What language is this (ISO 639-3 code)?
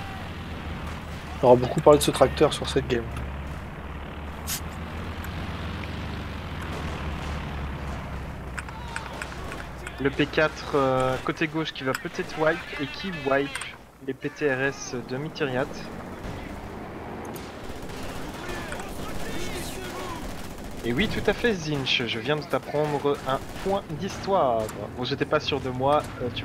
fra